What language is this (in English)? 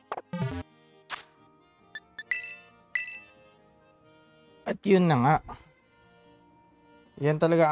Filipino